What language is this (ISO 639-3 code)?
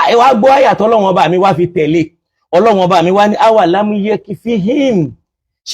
yor